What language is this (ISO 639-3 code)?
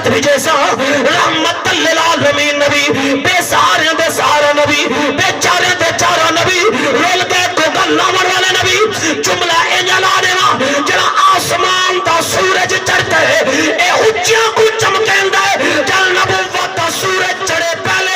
skr